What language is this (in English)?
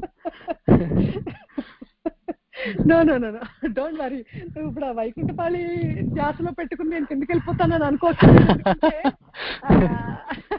Telugu